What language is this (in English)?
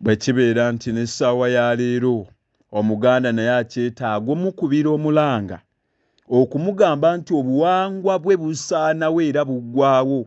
Ganda